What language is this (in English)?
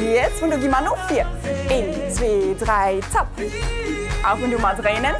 Luxembourgish